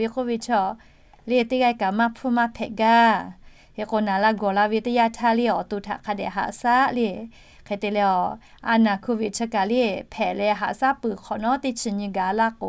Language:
Lahu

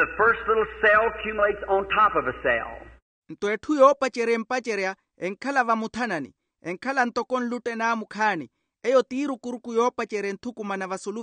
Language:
Makhuwa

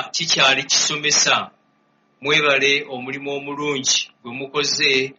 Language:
Ganda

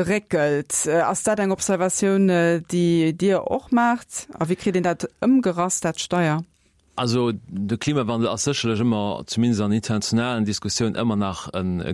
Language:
Luxembourgish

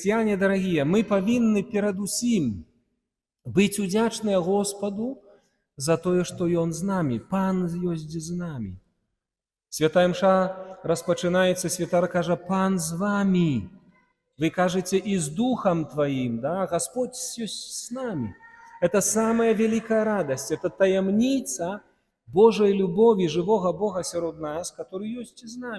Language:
Belarusian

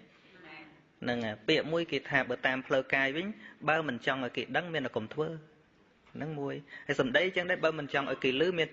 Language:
Khmer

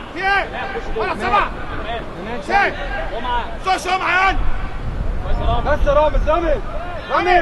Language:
Egyptian Arabic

